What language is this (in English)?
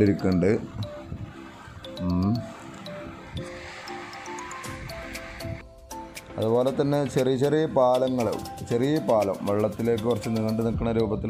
Malayalam